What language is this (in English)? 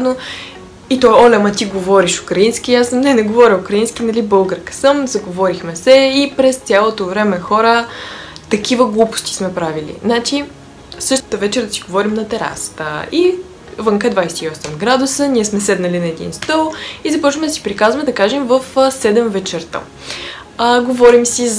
Bulgarian